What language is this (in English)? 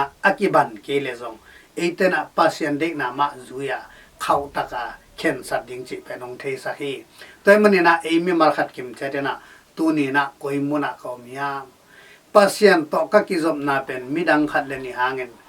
Tedim Chin